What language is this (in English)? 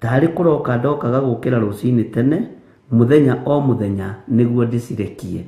Kikuyu